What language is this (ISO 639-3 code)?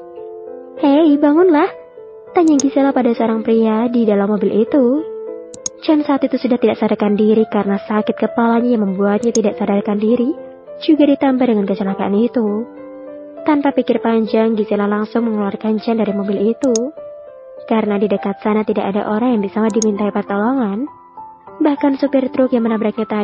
ind